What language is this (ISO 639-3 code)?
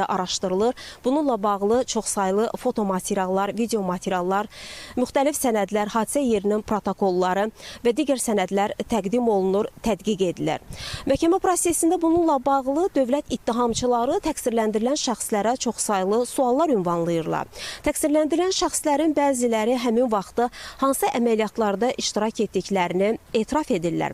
aze